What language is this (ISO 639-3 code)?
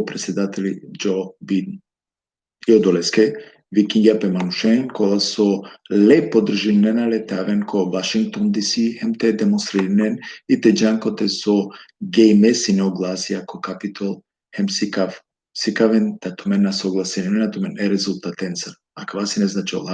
rmn